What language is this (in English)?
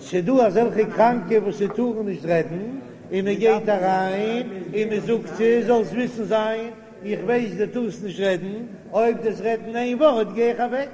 Yiddish